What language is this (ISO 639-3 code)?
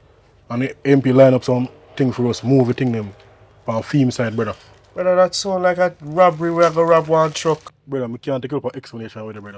jam